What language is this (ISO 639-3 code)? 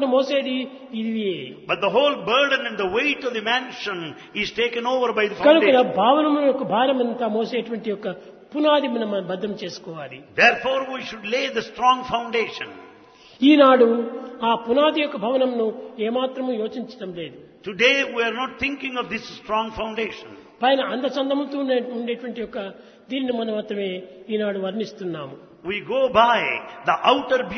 tel